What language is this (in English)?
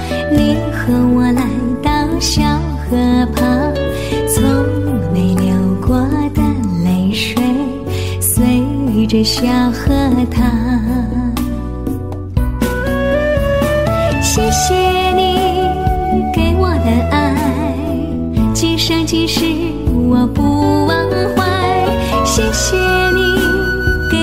Chinese